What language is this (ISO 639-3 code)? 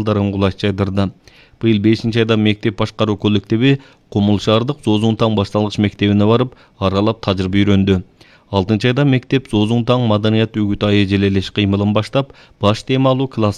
kir